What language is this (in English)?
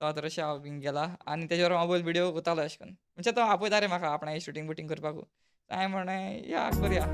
Konkani